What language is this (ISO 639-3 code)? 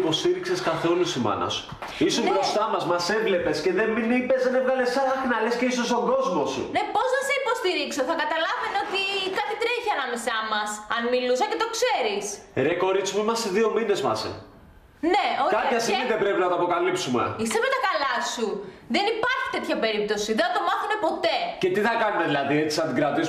ell